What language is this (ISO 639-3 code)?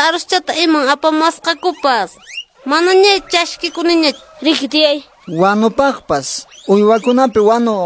que